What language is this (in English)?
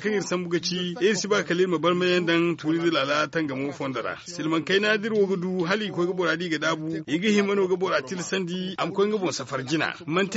Zarma